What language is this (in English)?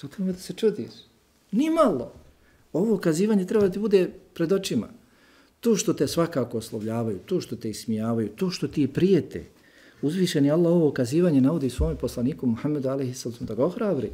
Bosnian